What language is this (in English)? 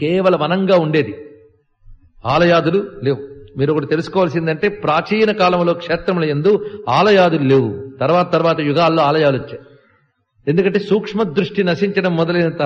Telugu